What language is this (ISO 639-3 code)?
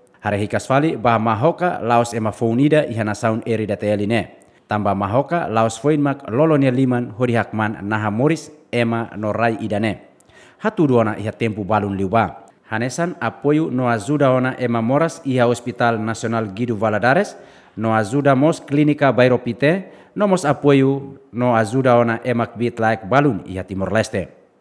tet